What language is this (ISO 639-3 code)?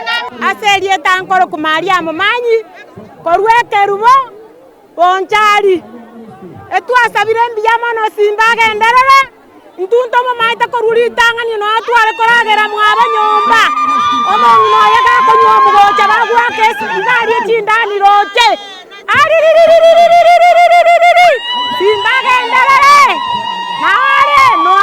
guz